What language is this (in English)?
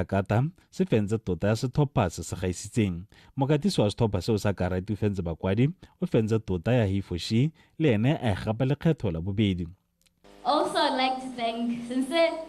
Tswana